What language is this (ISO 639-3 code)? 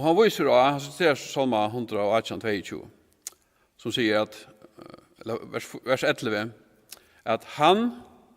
fao